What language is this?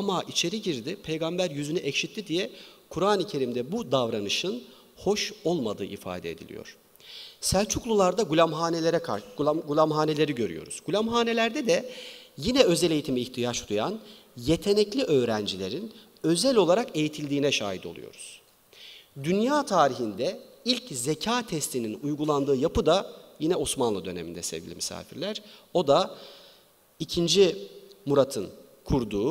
Turkish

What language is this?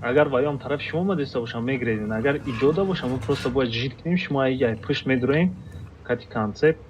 Tajik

